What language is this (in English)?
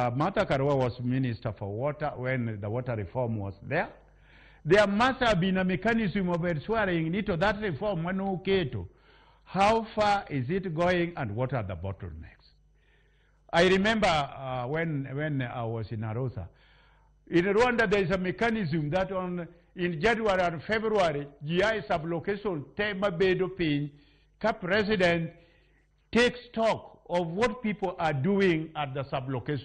Luo (Kenya and Tanzania)